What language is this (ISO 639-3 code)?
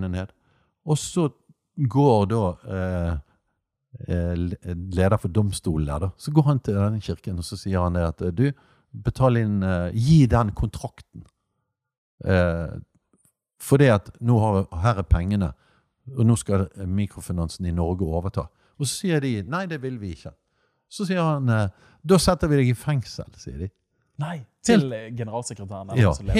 nor